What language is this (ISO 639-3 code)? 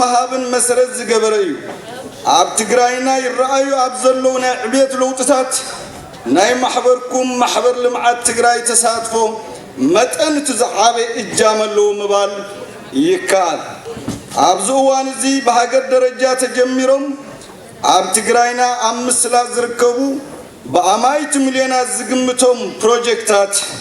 tir